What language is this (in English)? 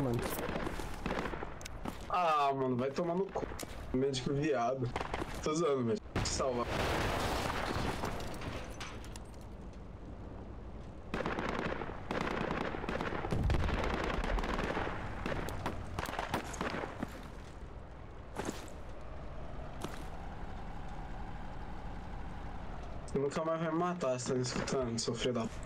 Portuguese